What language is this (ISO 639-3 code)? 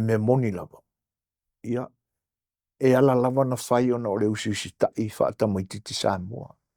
smo